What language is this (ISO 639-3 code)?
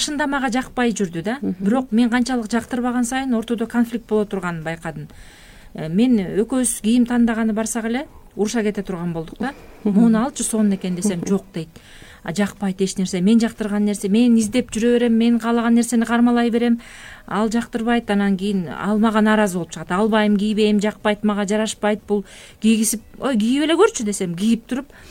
kir